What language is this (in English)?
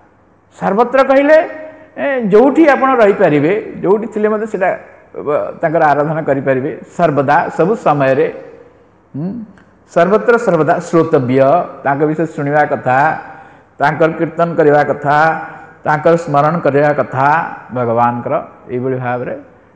Odia